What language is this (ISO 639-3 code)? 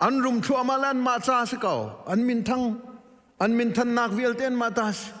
cnh